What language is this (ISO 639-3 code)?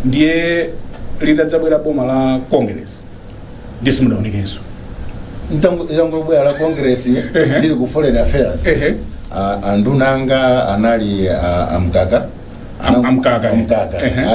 nya